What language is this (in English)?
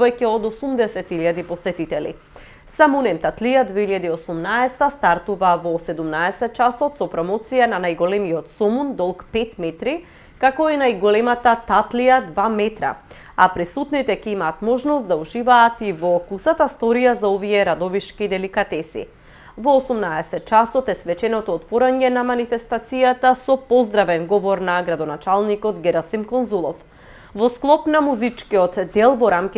Macedonian